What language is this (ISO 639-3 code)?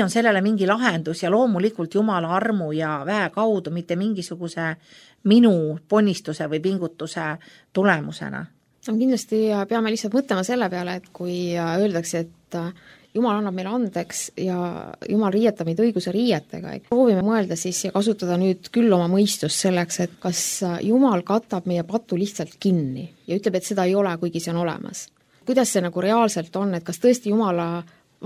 est